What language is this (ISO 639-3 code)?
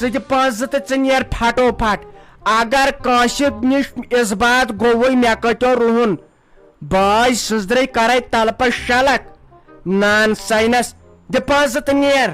kas